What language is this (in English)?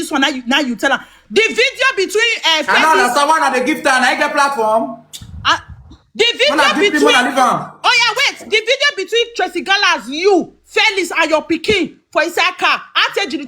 Nigerian Pidgin